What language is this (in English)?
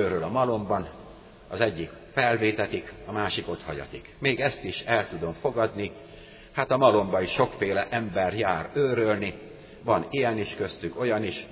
Hungarian